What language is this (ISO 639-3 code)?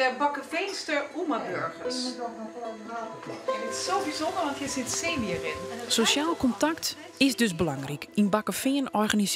fry